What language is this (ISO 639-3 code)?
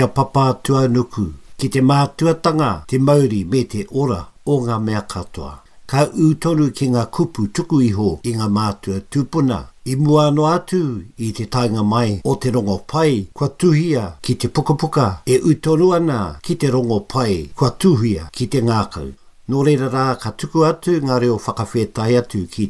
mri